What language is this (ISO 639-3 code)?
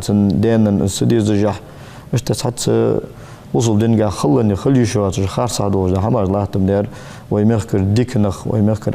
inh